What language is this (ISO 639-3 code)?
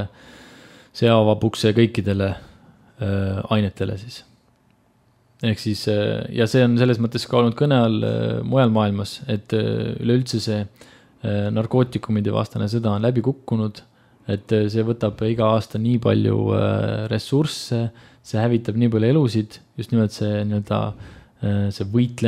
est